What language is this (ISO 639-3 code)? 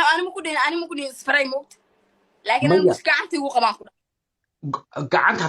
som